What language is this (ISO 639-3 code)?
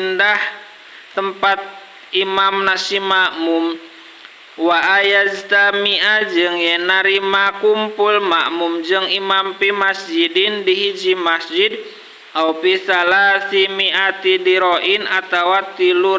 sun